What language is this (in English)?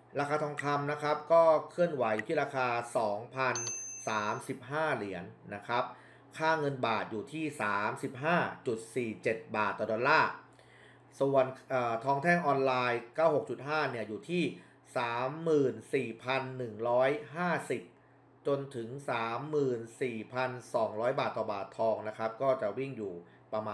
Thai